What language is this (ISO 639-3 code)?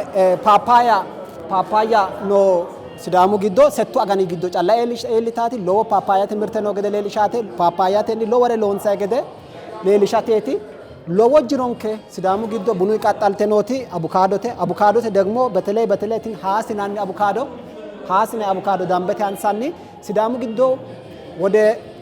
sid